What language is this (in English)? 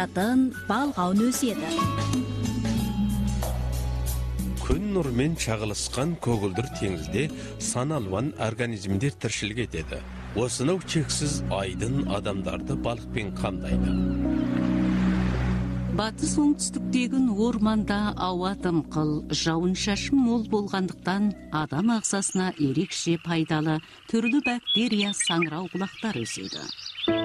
Kazakh